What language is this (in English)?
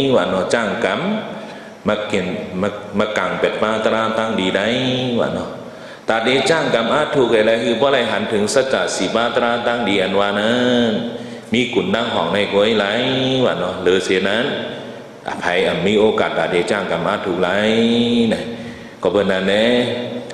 Shan